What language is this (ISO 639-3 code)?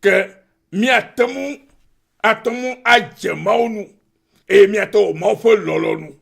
ewe